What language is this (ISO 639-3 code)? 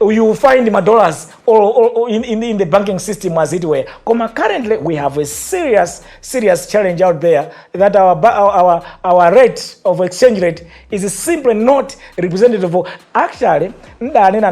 nya